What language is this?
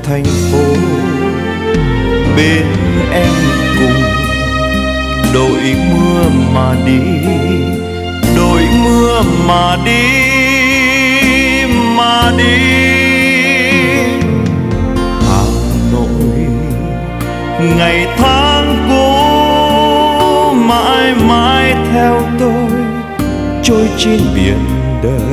Vietnamese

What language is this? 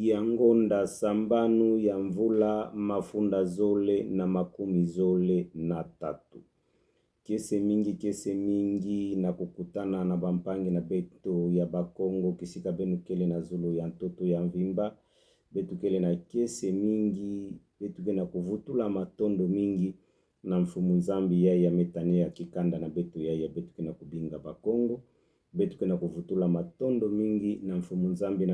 Kituba (Democratic Republic of Congo)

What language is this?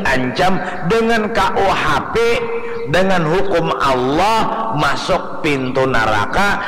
Banjar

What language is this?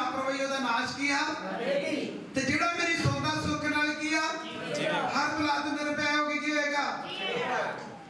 Punjabi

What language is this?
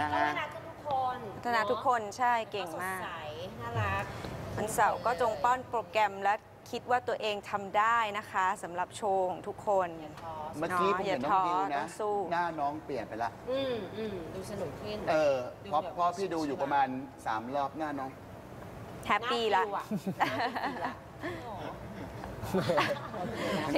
Thai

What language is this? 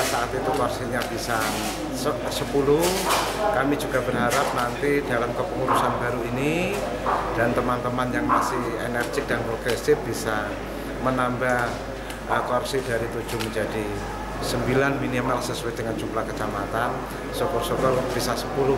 Indonesian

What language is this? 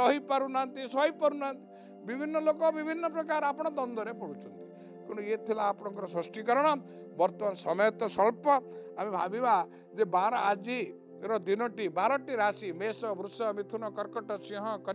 Odia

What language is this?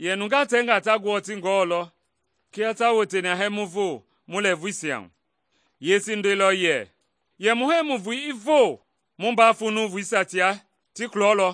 Mende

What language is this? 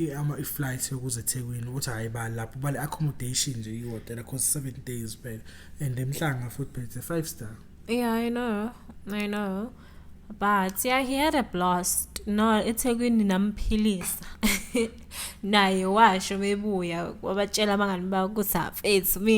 Zulu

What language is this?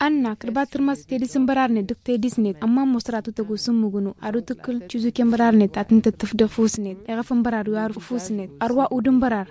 Tamasheq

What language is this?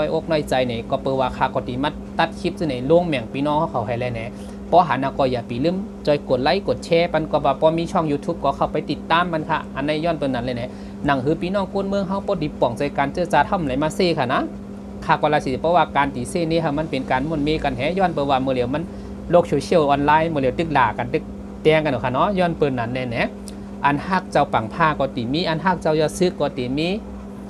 Shan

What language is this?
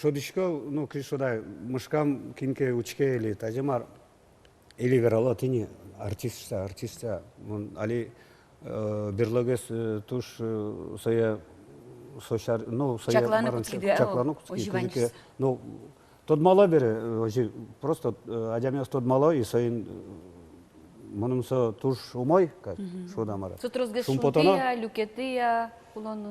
Udmurt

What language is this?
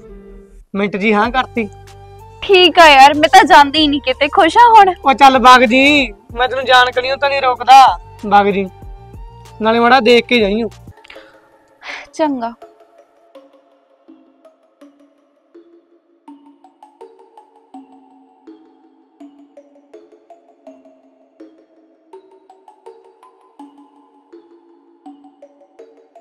Punjabi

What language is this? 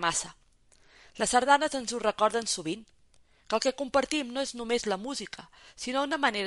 Catalan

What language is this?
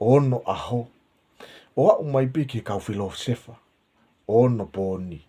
Tongan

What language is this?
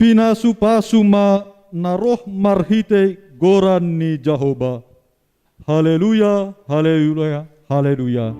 Batak Simalungun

